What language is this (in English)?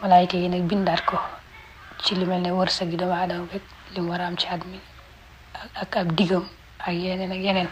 Wolof